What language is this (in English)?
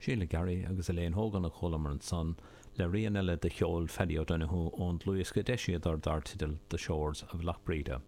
Irish